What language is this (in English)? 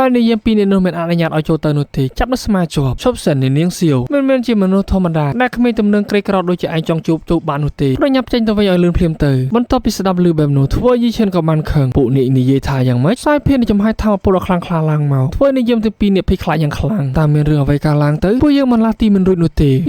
Khmer